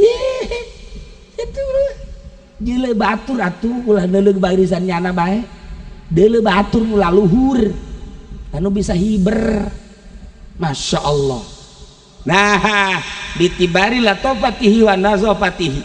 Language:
Sundanese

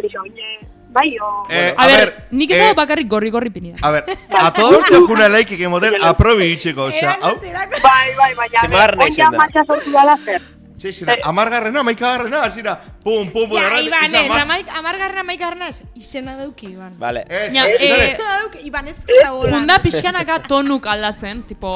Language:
Basque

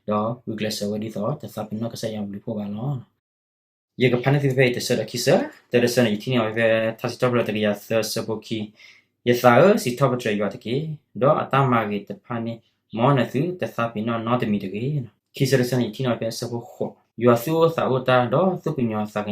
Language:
S'gaw Karen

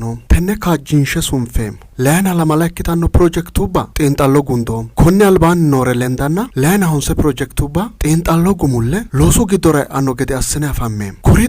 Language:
Sidamo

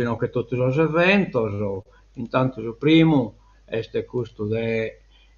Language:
Sardinian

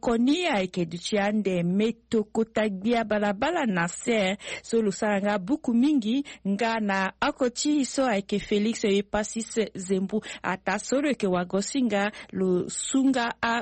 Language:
Sango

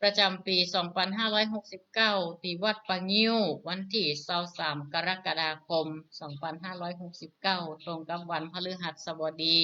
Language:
Northern Thai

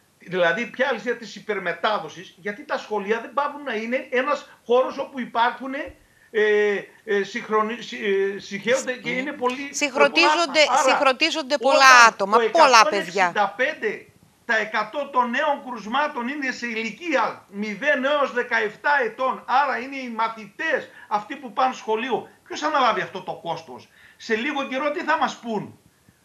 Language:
Greek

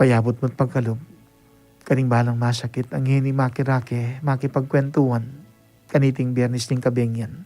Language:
Pampanga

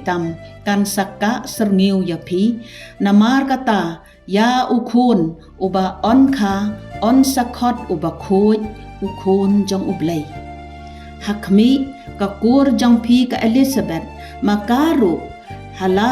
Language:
Khasi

